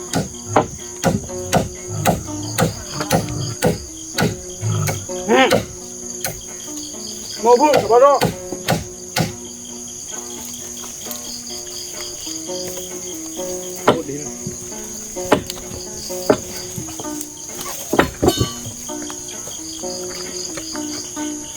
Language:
S'gaw Karen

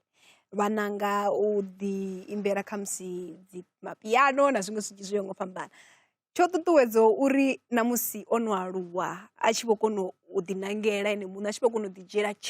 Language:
Venda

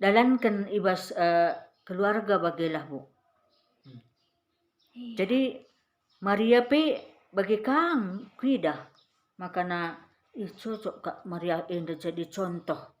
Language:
Batak Karo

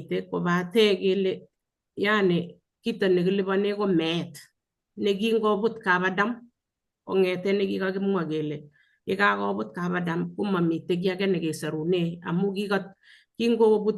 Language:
Kalenjin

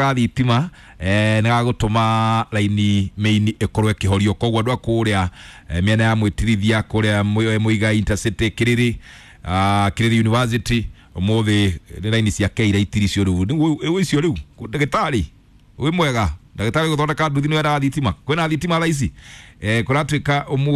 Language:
Kikuyu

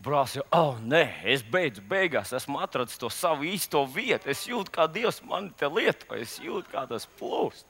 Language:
Latvian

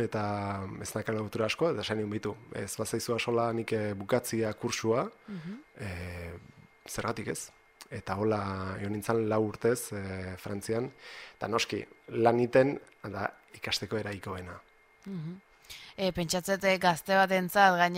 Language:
Basque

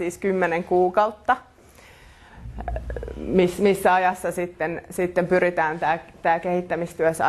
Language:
Finnish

